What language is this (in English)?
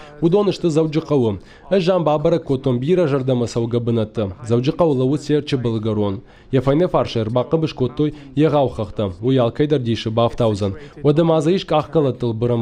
Ossetic